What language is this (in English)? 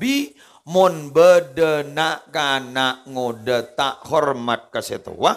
Madurese